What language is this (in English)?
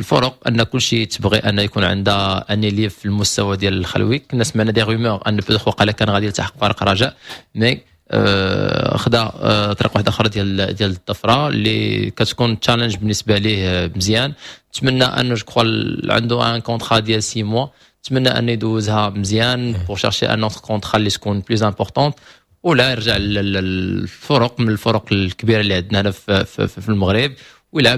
Moroccan Arabic